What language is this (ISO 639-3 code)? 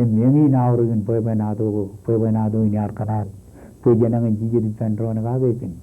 mah